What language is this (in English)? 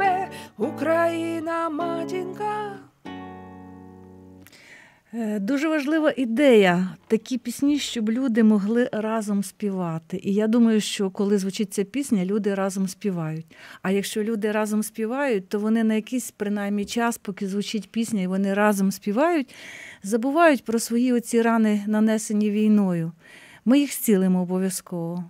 Ukrainian